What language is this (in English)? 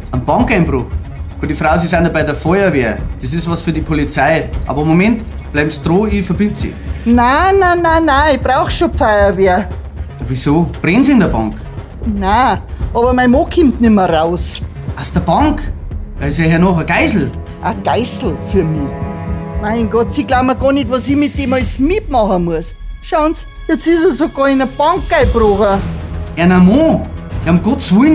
Bavarian